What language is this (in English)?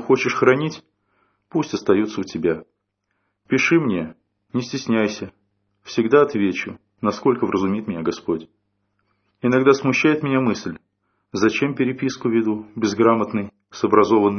Russian